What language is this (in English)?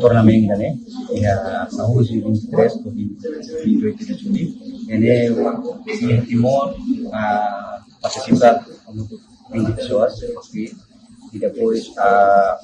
Tetum